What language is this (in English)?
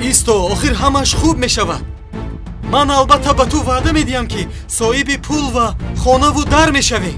Tajik